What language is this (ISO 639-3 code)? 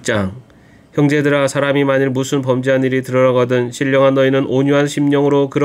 kor